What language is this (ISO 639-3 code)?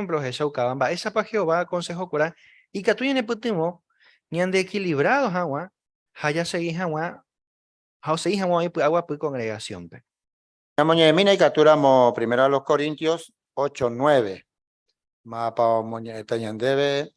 grn